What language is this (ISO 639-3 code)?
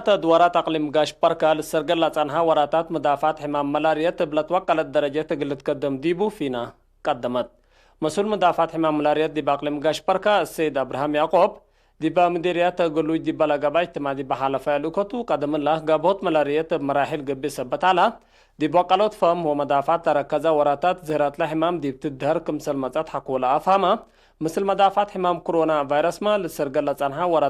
tig